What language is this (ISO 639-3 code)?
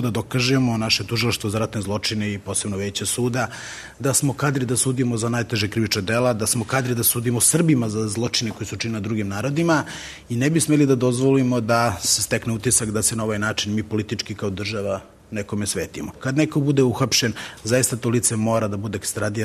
srp